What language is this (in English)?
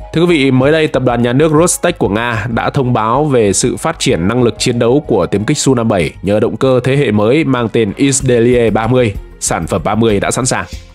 Vietnamese